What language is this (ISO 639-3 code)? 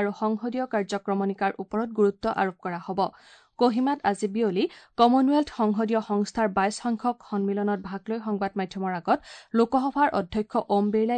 asm